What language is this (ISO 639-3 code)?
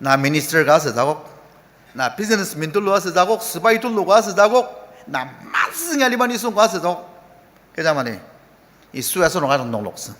njo